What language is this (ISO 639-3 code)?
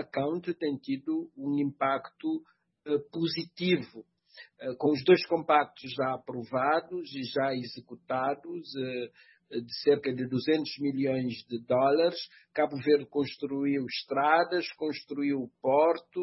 por